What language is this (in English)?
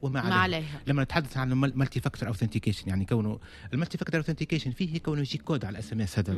Tunisian Arabic